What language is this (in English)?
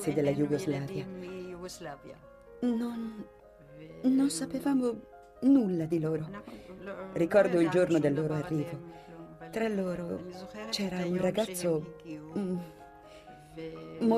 Italian